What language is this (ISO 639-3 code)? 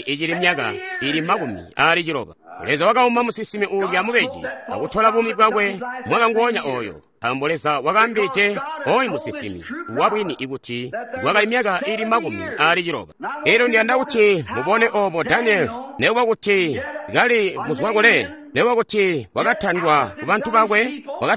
toi